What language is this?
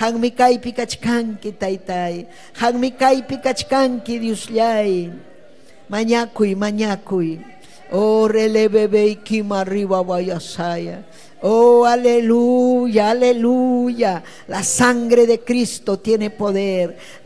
Ayacucho Quechua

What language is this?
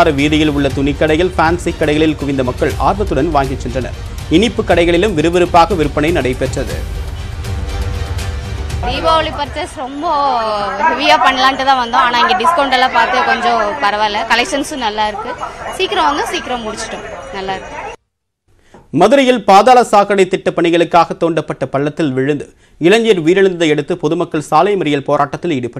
Tamil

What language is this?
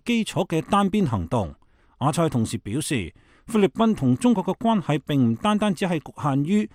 Cantonese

